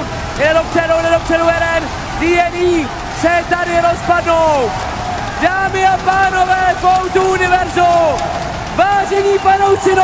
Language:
Czech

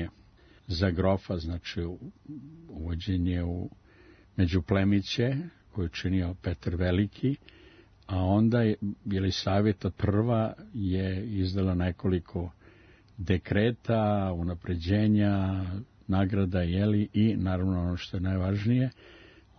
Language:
Serbian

